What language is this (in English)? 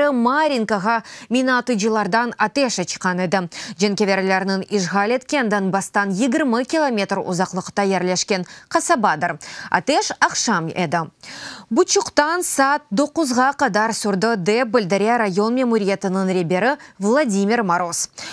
Crimean Tatar